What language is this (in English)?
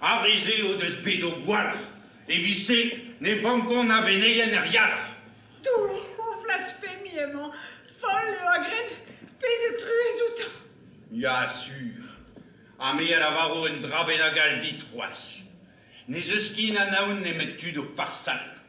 Breton